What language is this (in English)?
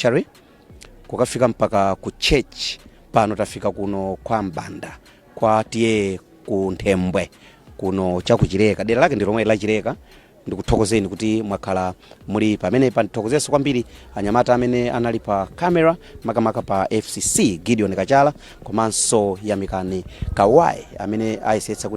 Nyanja